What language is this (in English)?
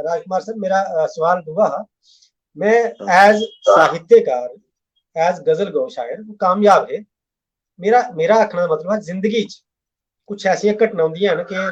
Dogri